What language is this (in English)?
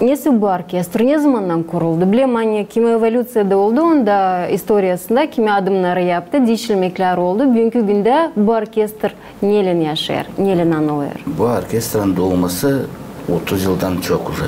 Gagauz